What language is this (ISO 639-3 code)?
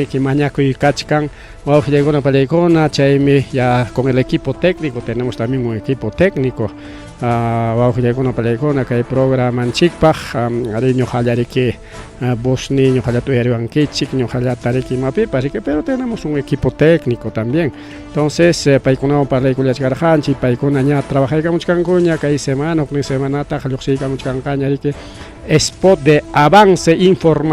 quy